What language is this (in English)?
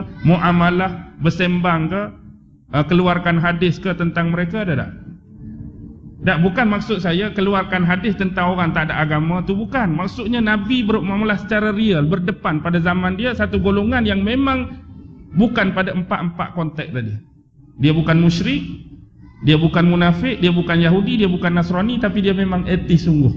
Malay